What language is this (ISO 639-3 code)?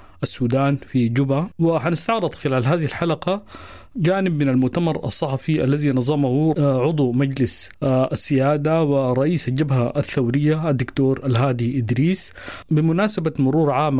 apd